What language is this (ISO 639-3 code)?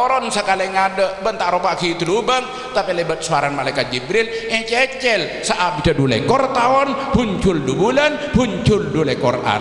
mad